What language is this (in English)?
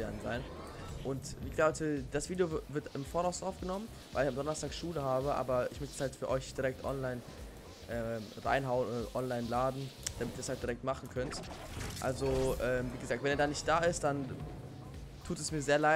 German